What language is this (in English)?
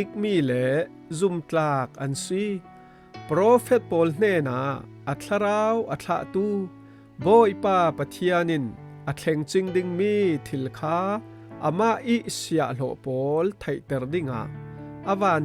Falam Chin